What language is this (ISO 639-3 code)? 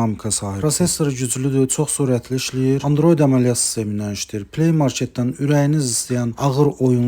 aze